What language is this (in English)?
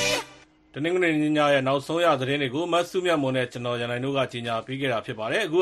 Burmese